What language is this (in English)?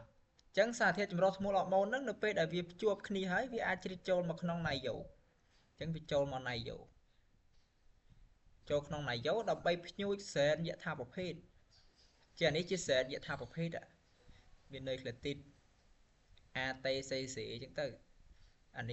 Khmer